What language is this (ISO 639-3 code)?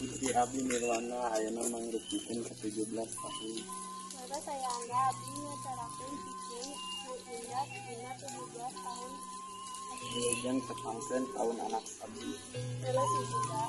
sun